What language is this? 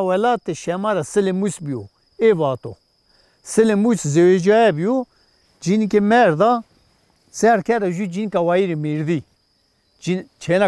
Zaza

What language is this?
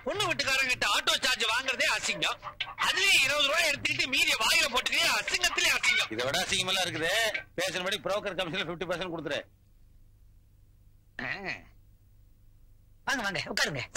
Tamil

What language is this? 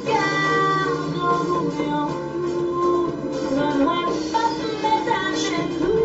Haitian Creole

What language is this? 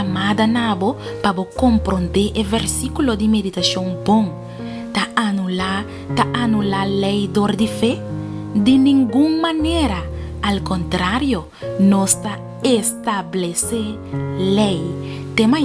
Papiamento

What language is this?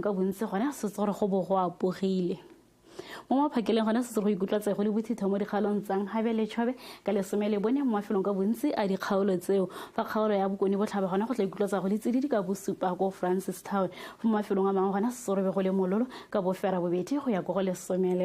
Tswana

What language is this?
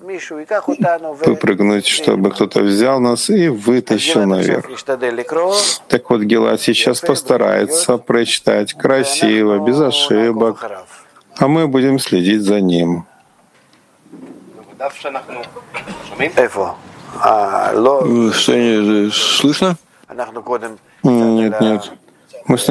Russian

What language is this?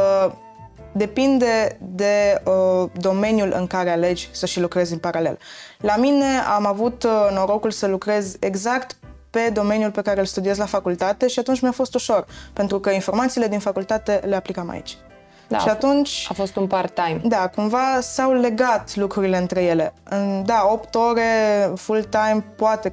Romanian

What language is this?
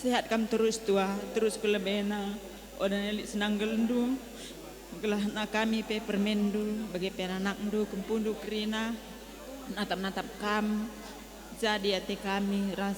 Batak Karo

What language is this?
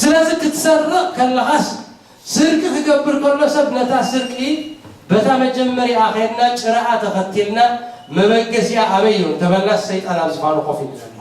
Tigrinya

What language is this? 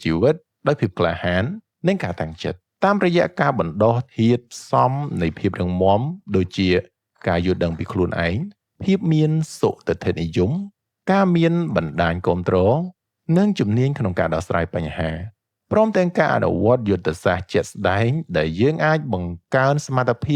Khmer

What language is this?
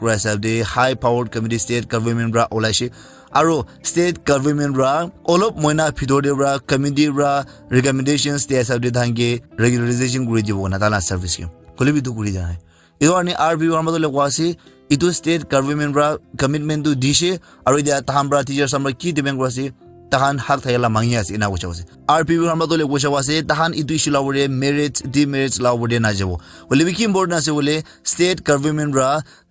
Naga Pidgin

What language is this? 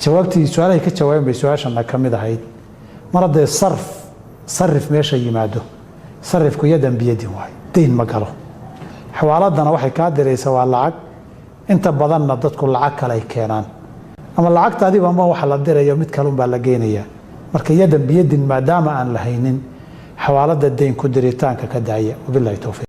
Somali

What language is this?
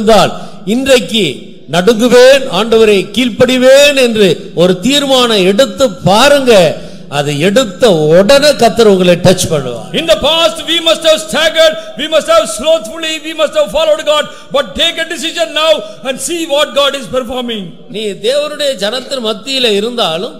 Tamil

